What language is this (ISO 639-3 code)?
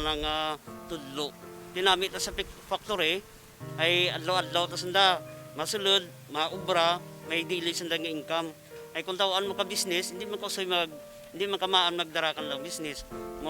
krj